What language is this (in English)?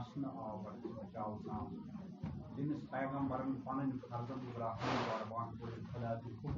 Kashmiri